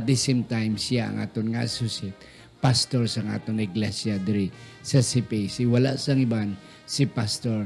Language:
Hiligaynon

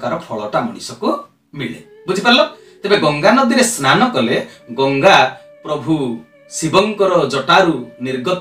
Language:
Odia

